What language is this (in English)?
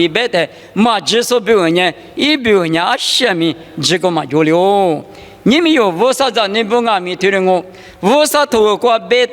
Lisu